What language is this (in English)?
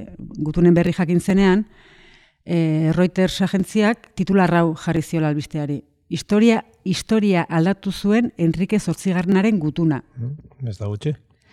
Basque